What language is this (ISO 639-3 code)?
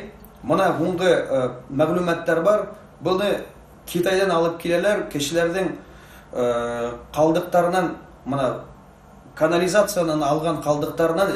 bak